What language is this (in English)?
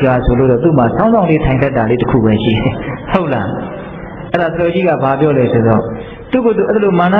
Burmese